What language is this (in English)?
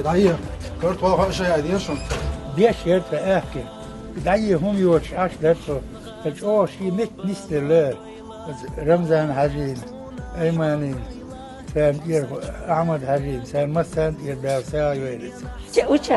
Chechen